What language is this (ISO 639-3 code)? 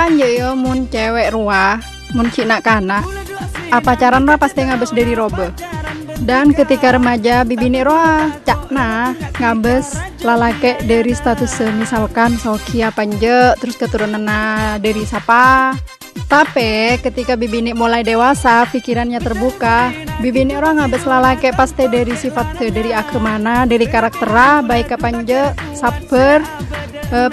mad